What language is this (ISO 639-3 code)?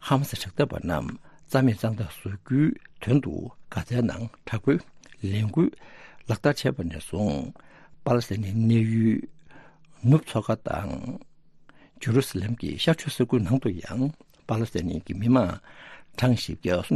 bod